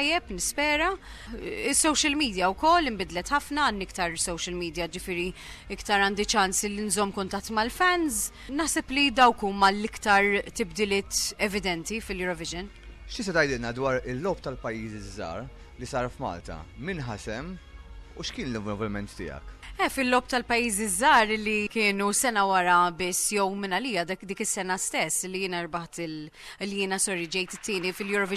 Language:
Maltese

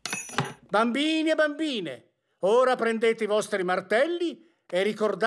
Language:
Italian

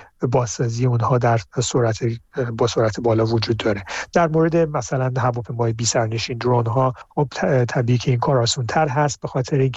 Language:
Persian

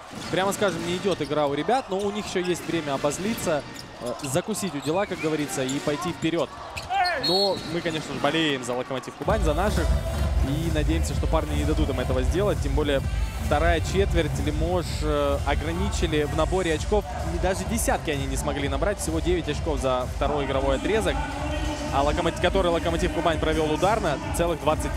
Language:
Russian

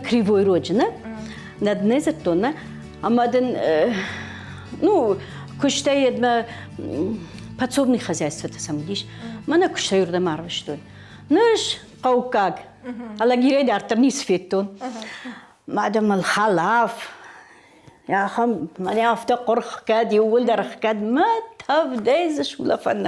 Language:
Ossetic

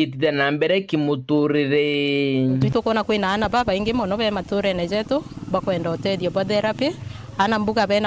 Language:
Meru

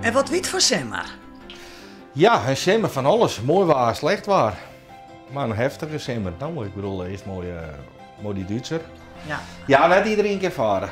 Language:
Western Frisian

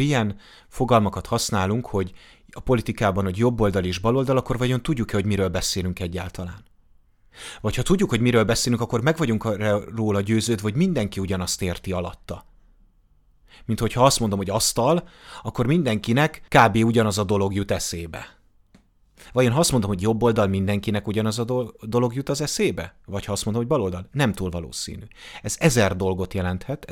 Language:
Hungarian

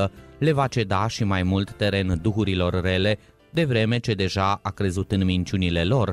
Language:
Romanian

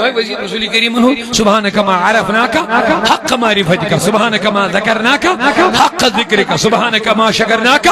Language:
Kashmiri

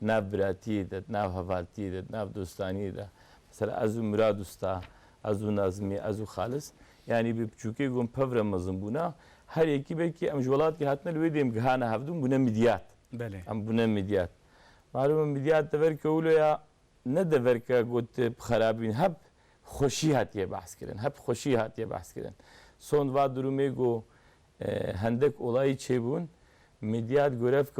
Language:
Kurdish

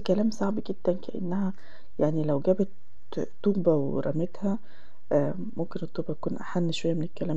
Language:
Egyptian Arabic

